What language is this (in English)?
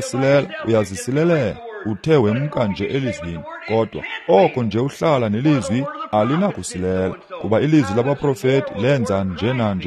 Xhosa